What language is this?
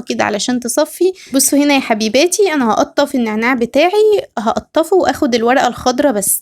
Egyptian Arabic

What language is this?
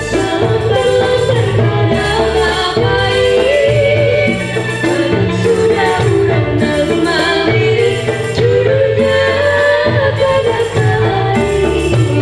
Banjar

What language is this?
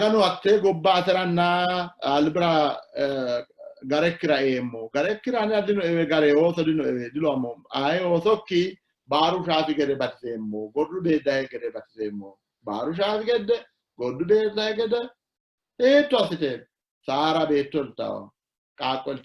Sidamo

